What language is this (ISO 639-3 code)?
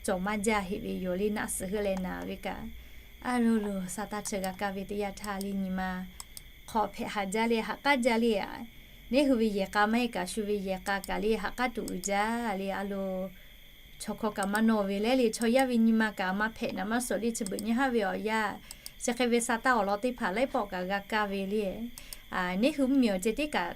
lhu